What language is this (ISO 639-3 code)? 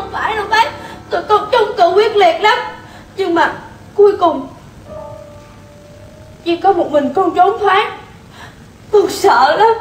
vie